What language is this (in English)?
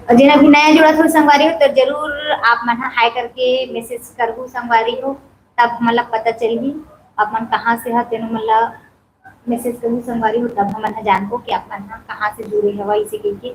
Chhattisgarhi